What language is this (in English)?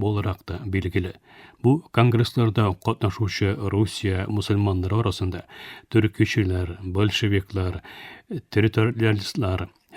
Tatar